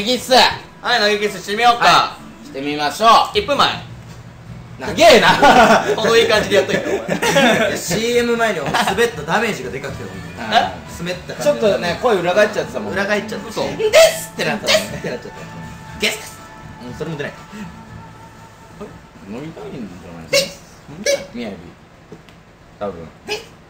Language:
Japanese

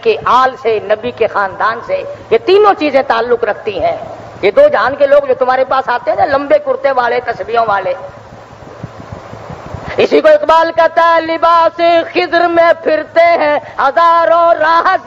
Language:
Urdu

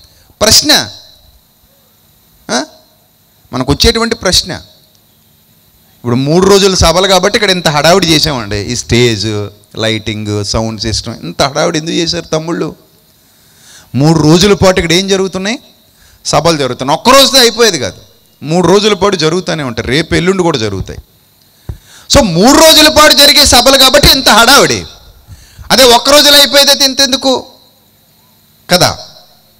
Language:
Telugu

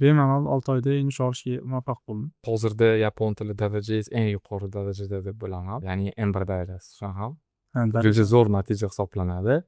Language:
Uzbek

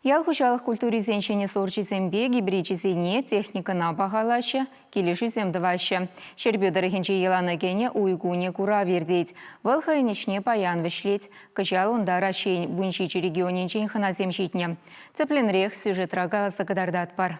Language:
Chuvash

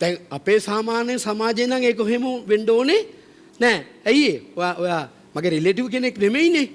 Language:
Sinhala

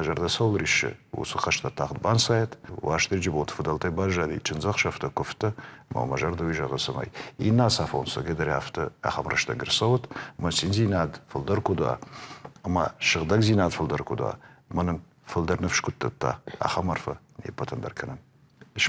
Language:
Ossetic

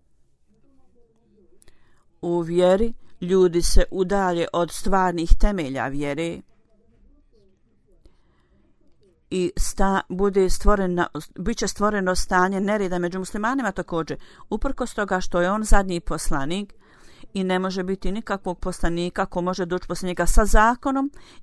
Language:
Bosnian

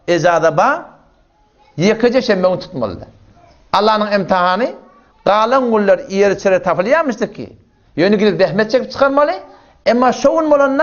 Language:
Turkmen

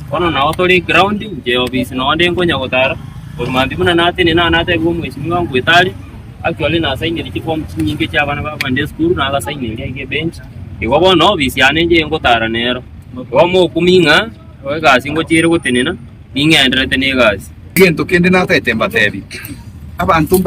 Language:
Gusii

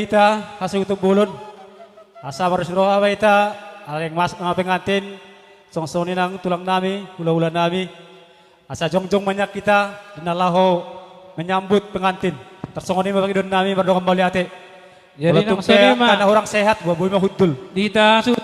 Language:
Batak Toba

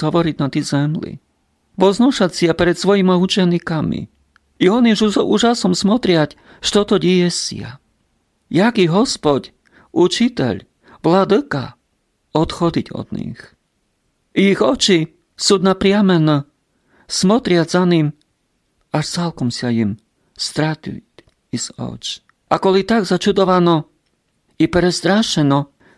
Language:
Rusyn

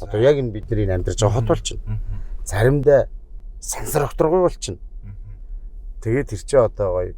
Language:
Mongolian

